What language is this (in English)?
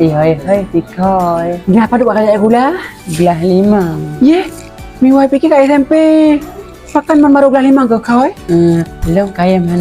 Achinese